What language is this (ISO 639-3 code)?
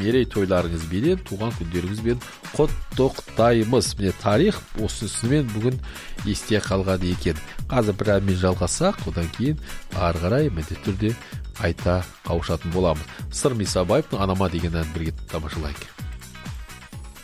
kaz